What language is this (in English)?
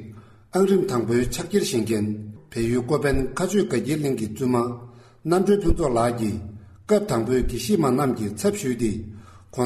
Tibetan